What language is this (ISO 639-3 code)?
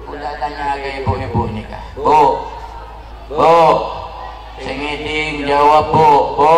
mad